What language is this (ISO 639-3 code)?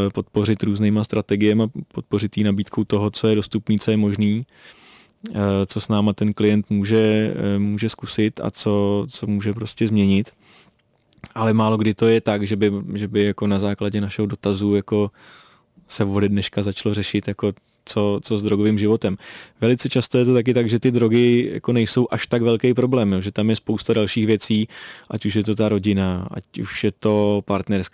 ces